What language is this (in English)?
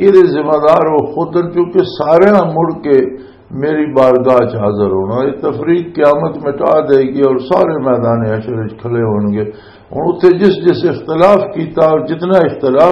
Western Panjabi